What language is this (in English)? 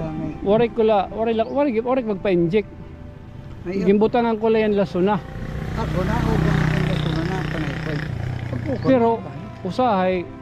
Waray